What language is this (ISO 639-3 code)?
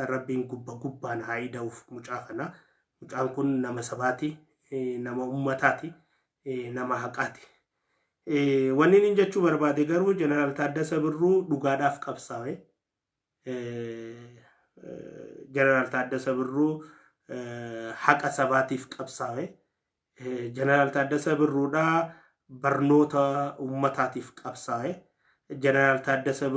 orm